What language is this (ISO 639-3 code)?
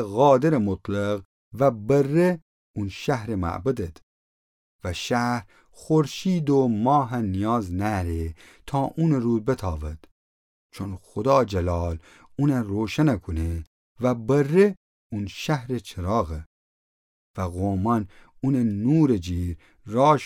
glk